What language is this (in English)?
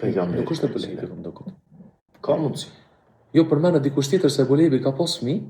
Albanian